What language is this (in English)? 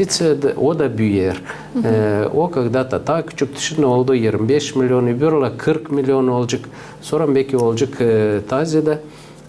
Gagauz